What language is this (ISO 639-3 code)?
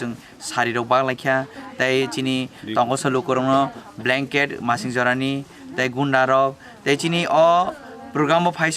trp